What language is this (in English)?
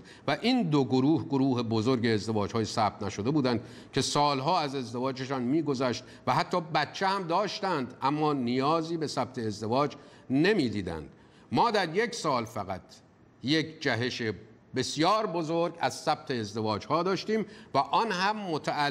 Persian